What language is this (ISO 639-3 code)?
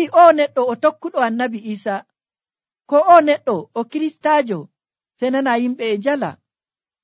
fuv